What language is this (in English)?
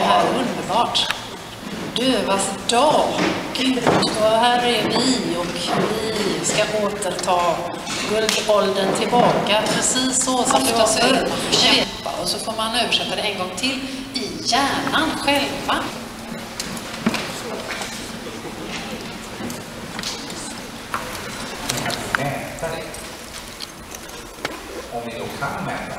Swedish